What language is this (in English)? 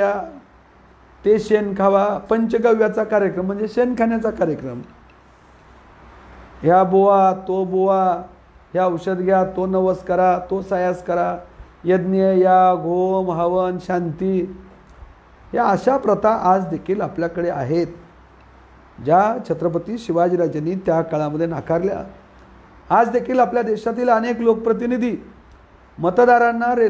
Marathi